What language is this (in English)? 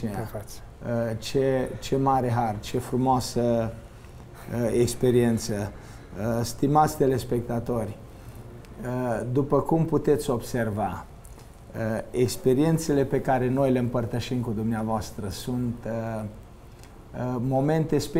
Romanian